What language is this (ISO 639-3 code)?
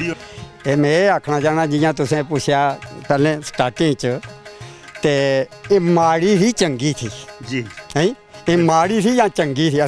doi